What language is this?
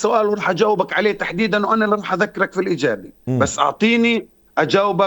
North Levantine Arabic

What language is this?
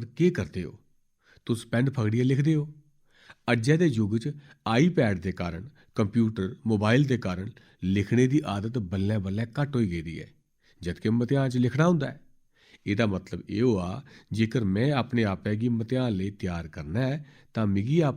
Dogri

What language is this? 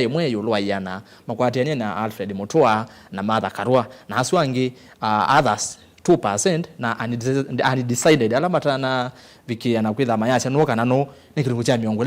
Kamba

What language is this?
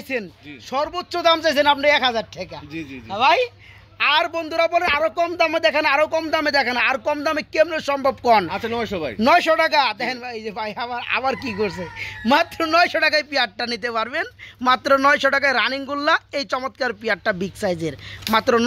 Bangla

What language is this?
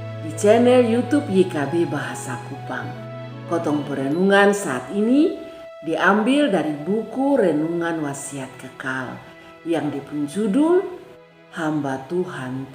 Kupang Malay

